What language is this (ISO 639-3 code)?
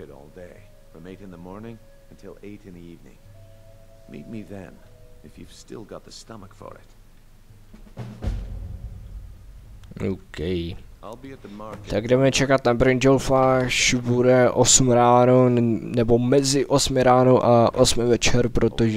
ces